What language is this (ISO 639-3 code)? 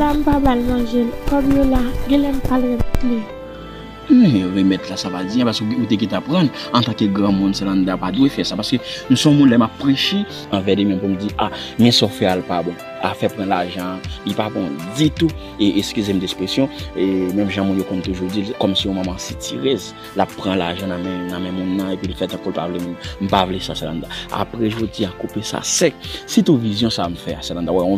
hat